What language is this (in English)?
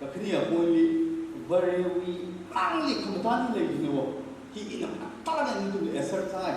Tangkhul Naga (India)